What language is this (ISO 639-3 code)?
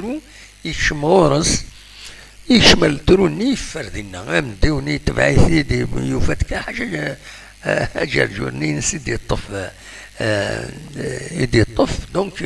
kab